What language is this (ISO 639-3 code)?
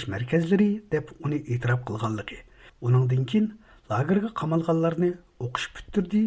uig